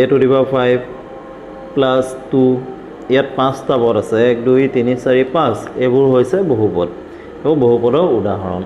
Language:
Assamese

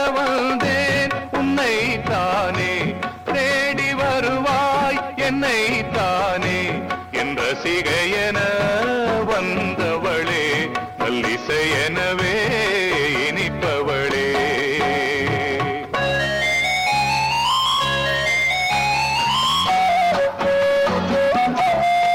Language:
Tamil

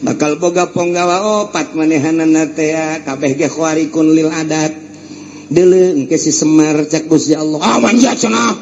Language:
Sundanese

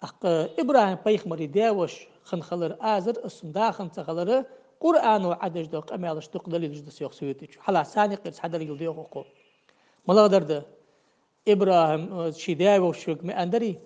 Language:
Ingush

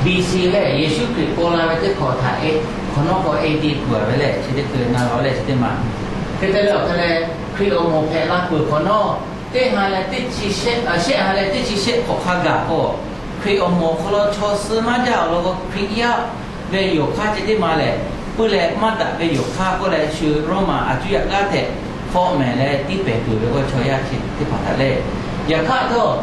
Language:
Lahu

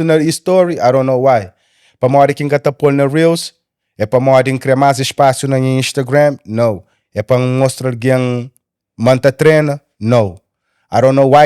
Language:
Kabuverdianu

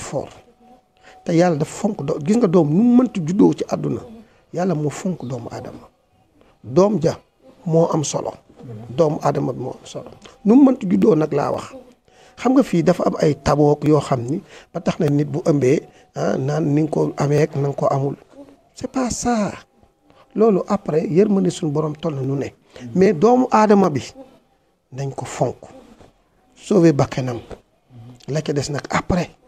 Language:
Wolof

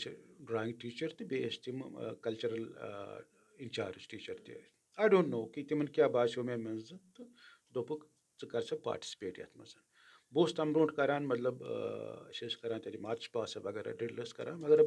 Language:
Kashmiri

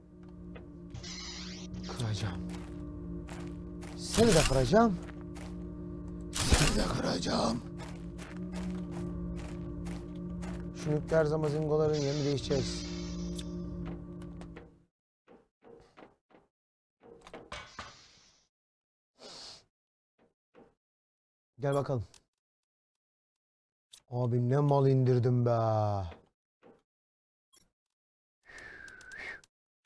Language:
Turkish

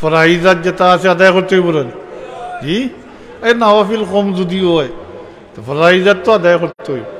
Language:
Sylheti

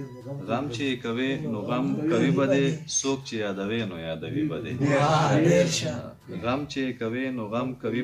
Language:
Pashto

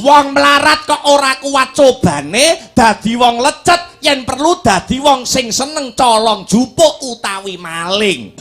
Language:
Javanese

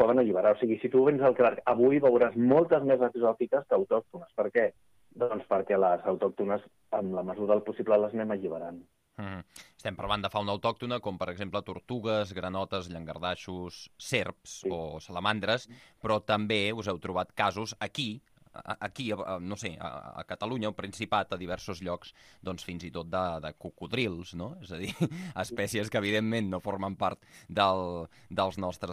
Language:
Catalan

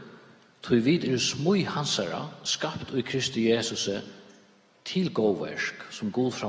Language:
Faroese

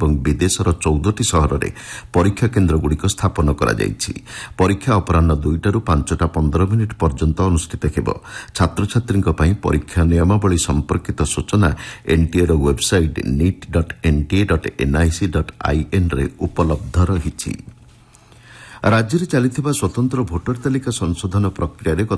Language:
Odia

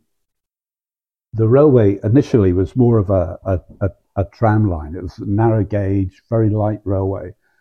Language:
English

